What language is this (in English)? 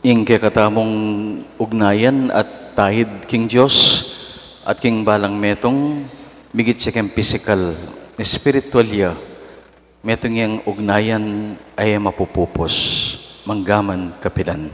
Pampanga